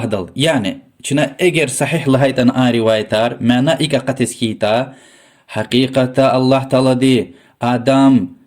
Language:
Lezghian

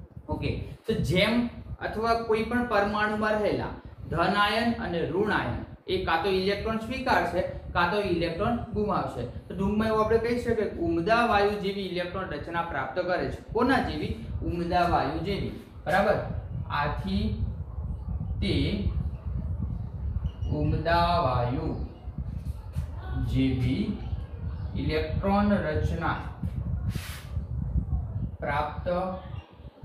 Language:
Gujarati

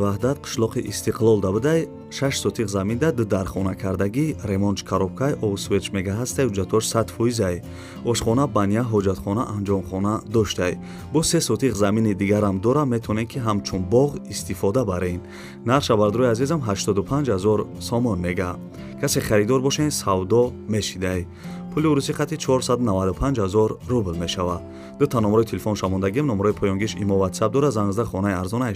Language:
Tajik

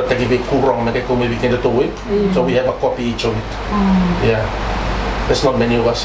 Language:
Fijian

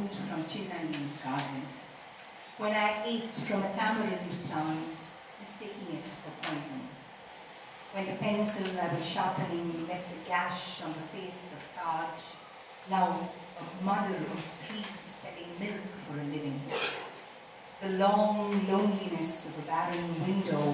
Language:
English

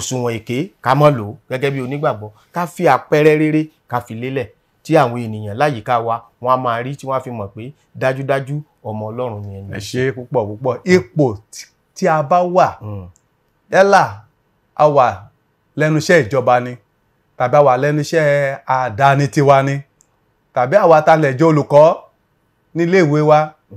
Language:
Yoruba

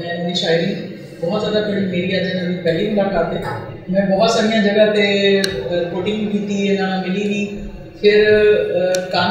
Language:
Western Panjabi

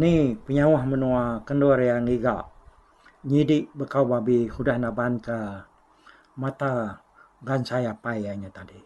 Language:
Iban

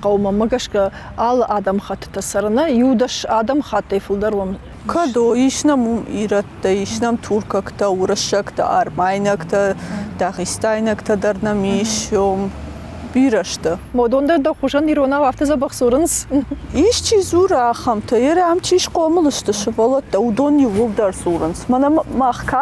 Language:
Ossetic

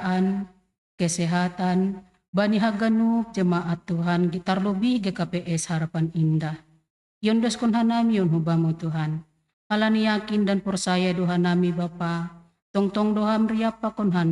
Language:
Batak Simalungun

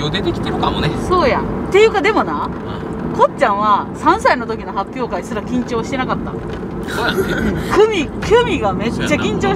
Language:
Japanese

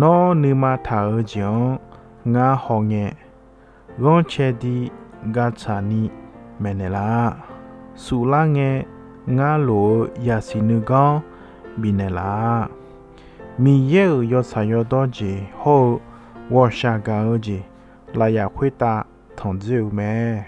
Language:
Akha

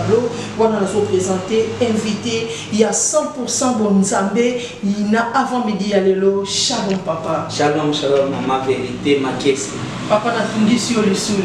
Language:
Lingala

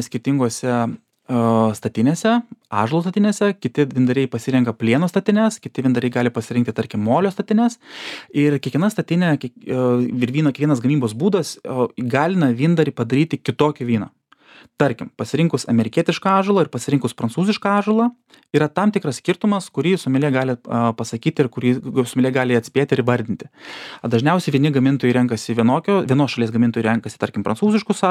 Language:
Lithuanian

